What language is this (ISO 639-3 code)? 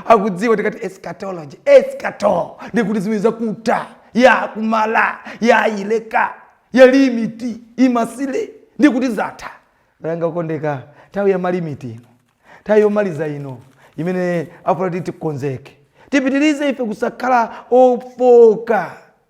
nya